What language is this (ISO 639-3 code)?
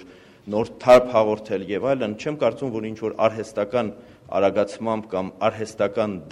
hye